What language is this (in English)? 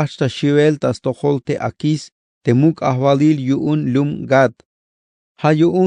Tzeltal